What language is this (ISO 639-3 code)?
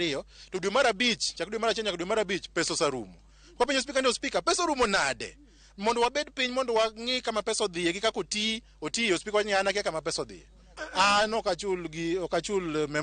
luo